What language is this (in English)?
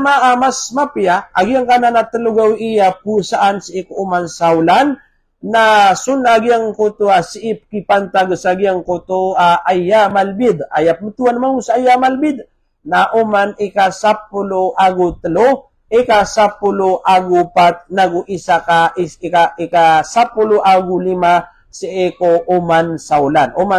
Maranao